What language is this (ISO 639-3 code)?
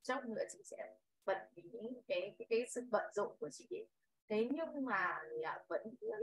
vie